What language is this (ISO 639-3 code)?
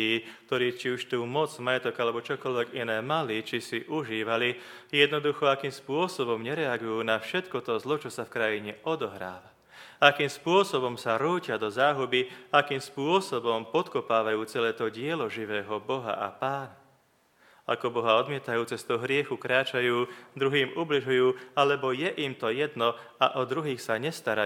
slk